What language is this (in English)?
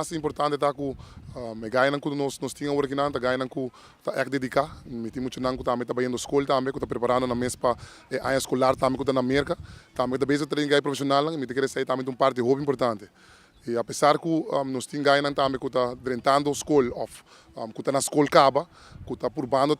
Papiamento